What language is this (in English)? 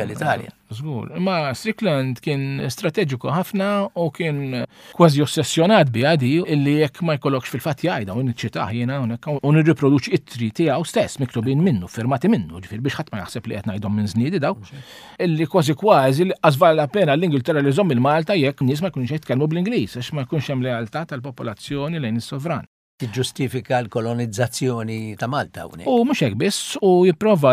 Maltese